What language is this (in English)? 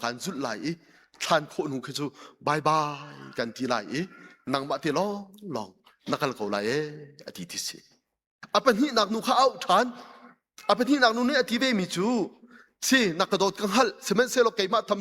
Hakha Chin